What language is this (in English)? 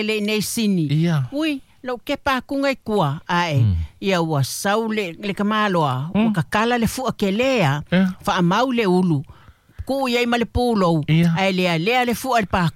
Samoan